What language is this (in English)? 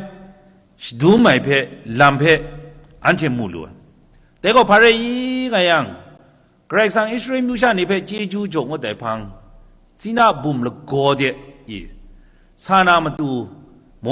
Kachin